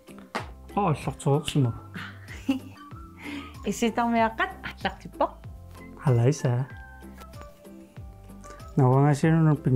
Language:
Kalaallisut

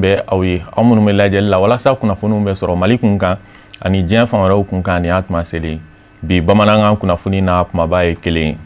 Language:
Bambara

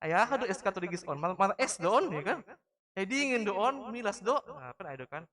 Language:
Batak Simalungun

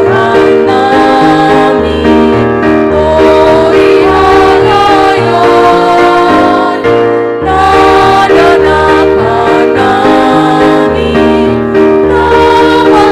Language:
Batak Simalungun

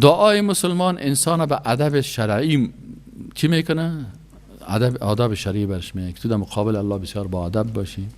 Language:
Persian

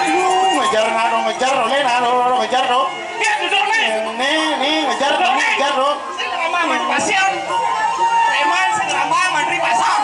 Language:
Balinese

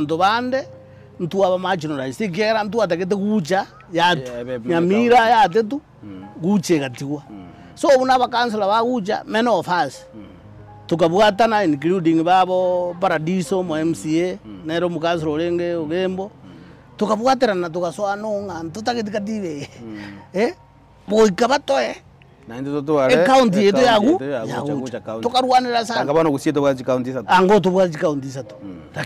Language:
Gusii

